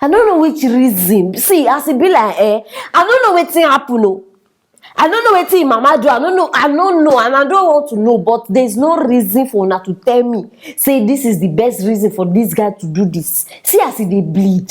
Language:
Nigerian Pidgin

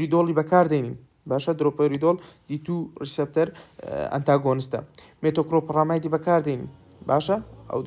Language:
Central Kurdish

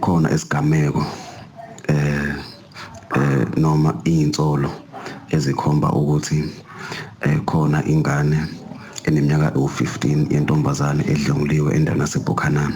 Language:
Zulu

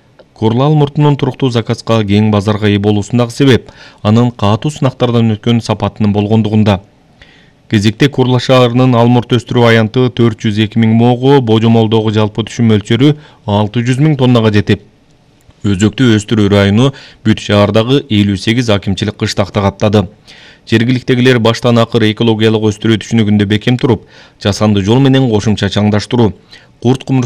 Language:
Kyrgyz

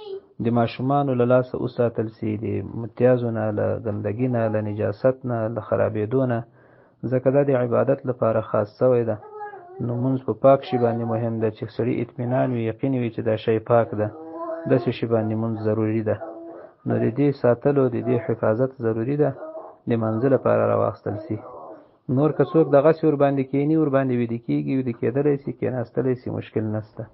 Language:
Pashto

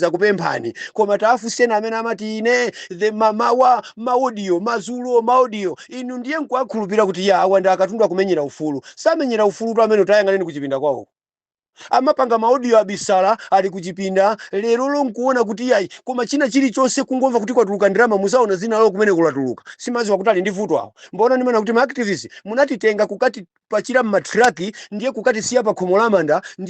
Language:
Nyanja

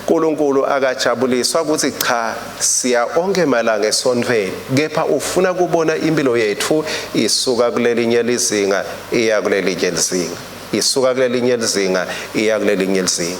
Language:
Swati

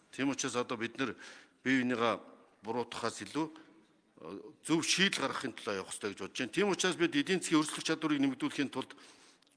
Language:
Mongolian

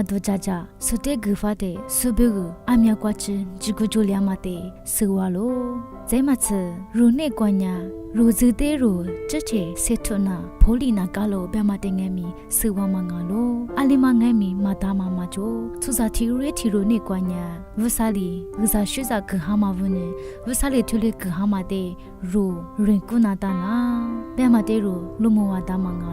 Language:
Lisu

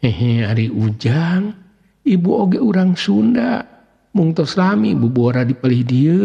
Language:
Sundanese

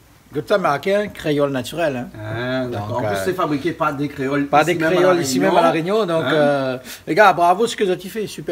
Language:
Réunion Creole French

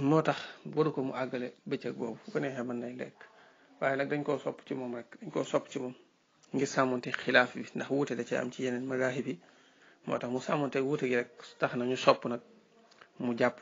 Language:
Wolof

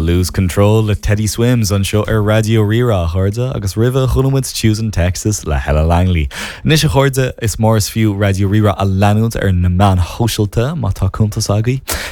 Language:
Irish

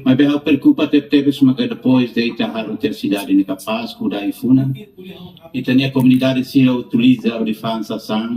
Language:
Tetum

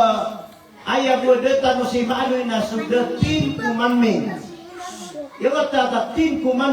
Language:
Maranao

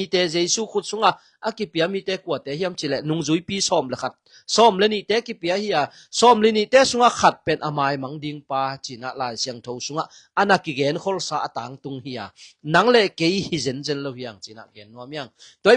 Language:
Tedim Chin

